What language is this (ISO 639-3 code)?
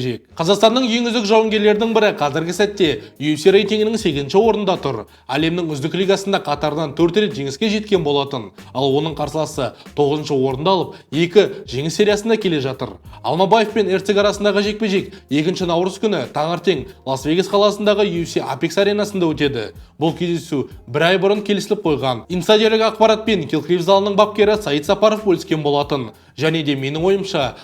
kaz